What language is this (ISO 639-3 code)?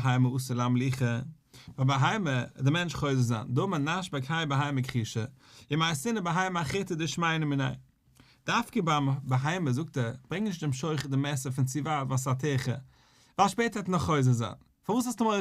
yid